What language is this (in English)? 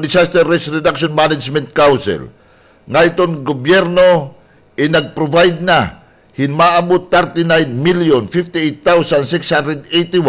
Waray